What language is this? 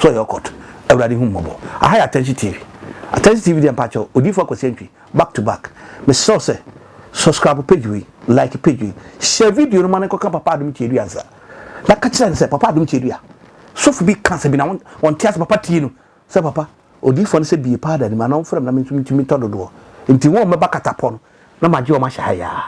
Akan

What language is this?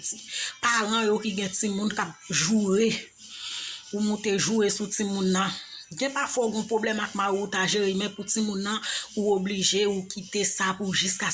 Haitian Creole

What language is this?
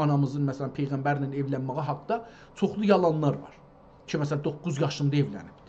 South Azerbaijani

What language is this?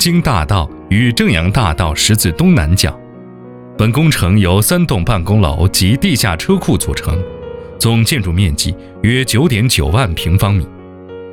Chinese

